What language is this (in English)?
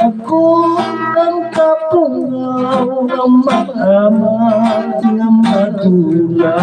Hiligaynon